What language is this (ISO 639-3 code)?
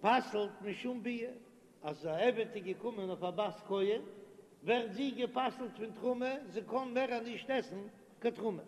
yid